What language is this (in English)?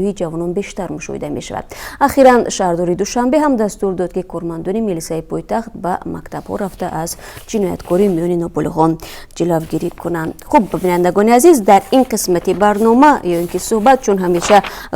Tajik